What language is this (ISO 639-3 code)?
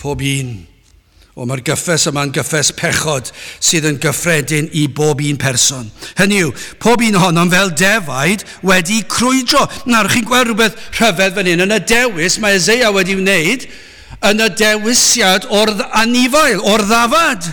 cym